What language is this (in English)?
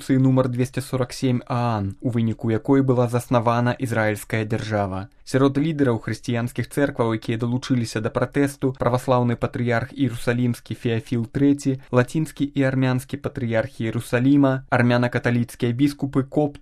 Belarusian